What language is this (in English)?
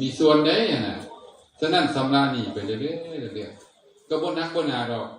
Lao